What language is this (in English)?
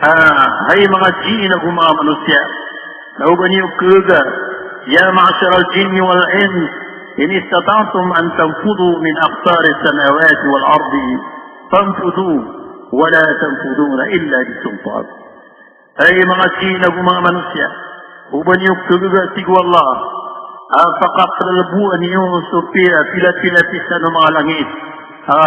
Maranao